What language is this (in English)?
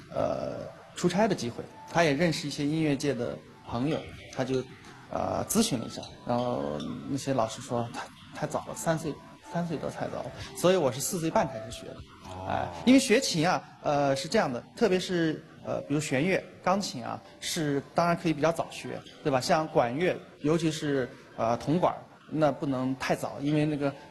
Chinese